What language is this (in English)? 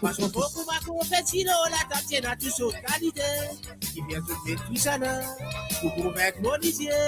Morisyen